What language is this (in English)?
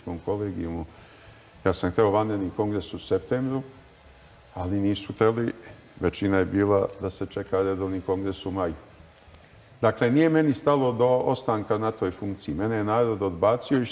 Serbian